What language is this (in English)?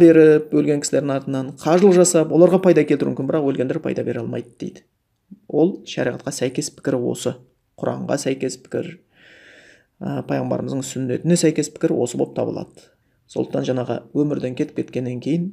Kazakh